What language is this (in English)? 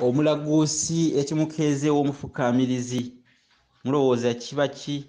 Ganda